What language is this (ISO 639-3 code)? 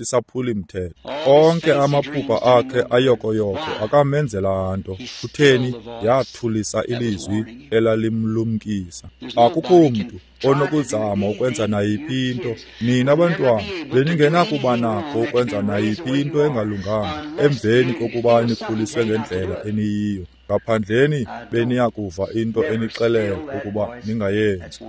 xho